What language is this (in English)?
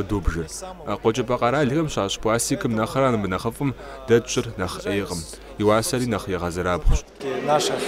Kabardian